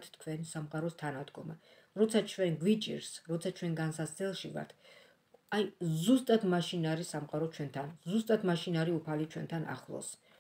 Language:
Georgian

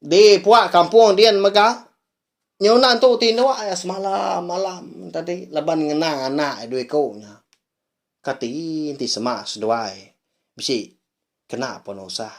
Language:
Iban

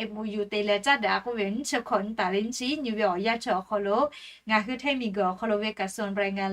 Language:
Lahu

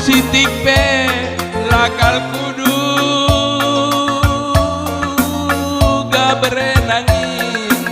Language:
Batak Karo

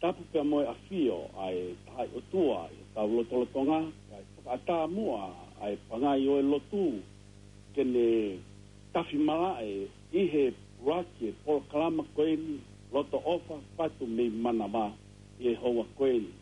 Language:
Tongan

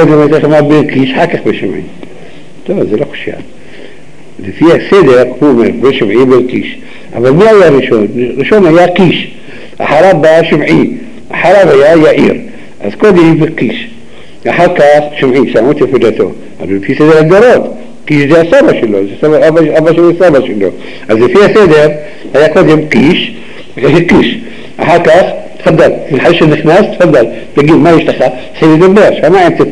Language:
Hebrew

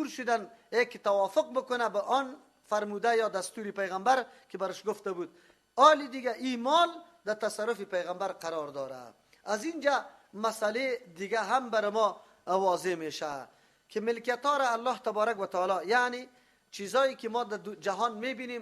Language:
Persian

